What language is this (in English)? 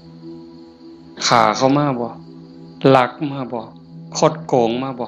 Northeastern Thai